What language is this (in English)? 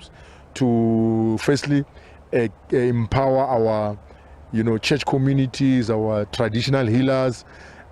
Tswana